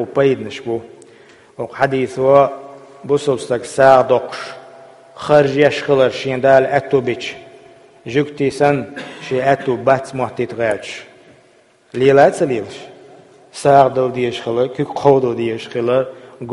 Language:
Chechen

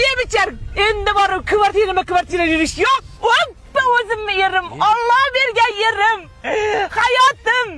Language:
Uzbek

